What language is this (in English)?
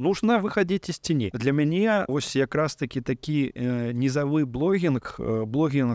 Belarusian